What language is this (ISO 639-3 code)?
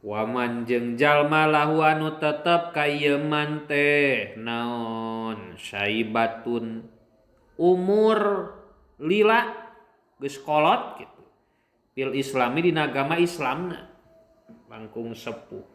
sun